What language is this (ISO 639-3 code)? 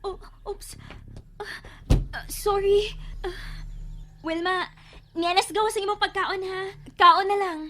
ceb